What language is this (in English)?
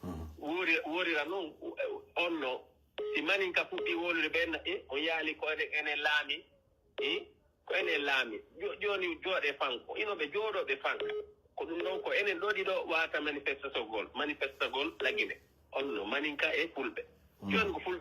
Pular